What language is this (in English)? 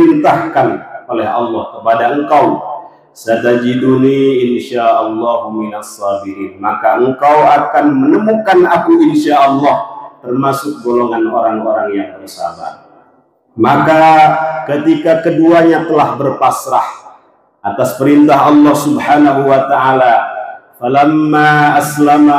Indonesian